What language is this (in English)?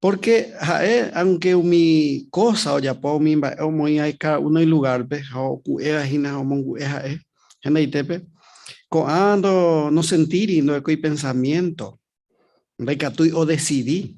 Guarani